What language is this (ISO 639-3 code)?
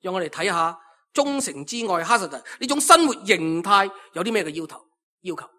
yue